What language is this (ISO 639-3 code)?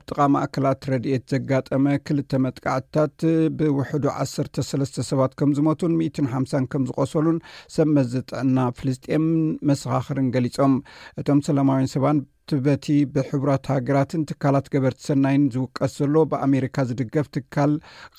tir